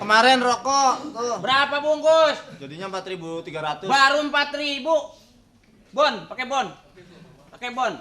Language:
Betawi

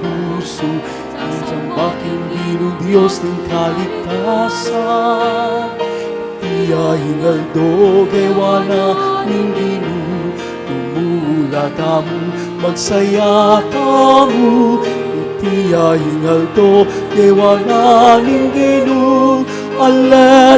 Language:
Pampanga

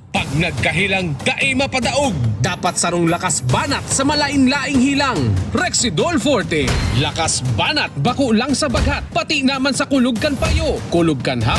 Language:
Bikol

